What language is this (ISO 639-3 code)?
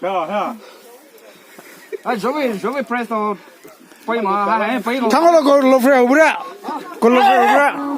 pmx